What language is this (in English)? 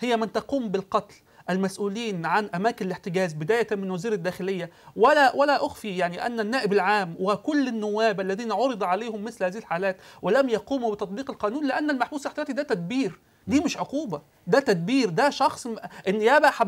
Egyptian Arabic